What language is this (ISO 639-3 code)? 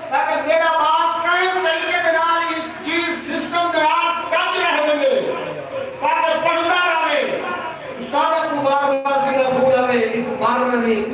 skr